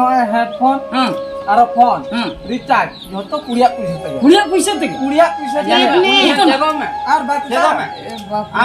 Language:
Santali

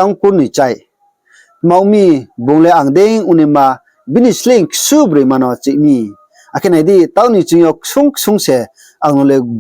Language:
Riang (India)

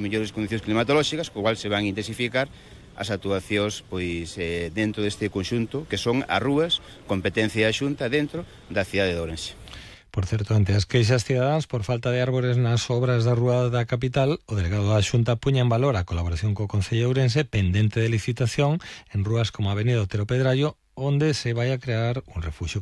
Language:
Galician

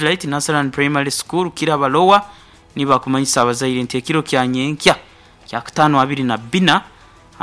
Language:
Nyoro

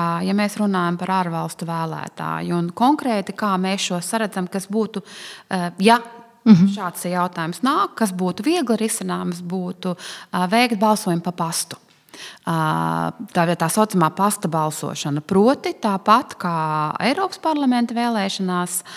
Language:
Latvian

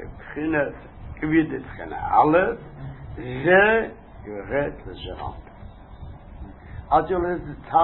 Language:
Hebrew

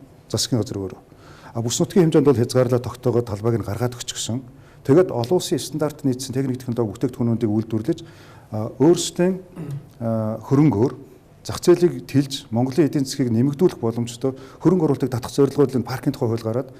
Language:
Mongolian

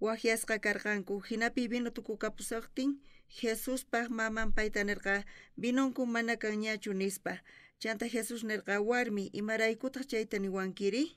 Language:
South Bolivian Quechua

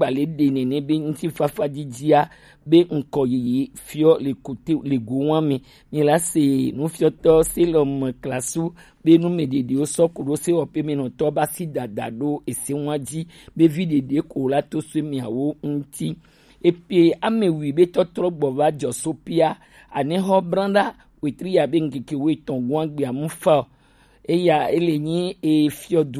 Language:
Gen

